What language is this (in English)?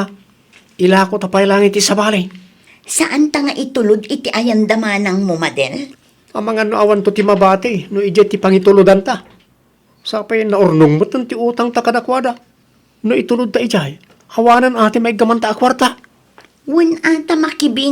Iloko